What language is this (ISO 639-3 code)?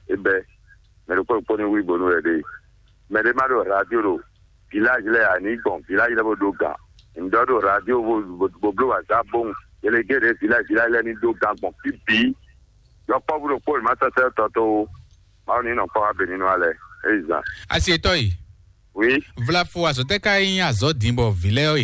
fon